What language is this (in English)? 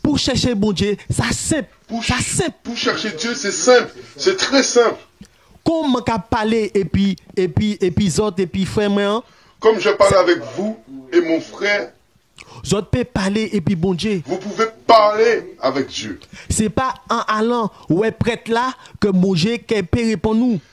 Guadeloupean Creole French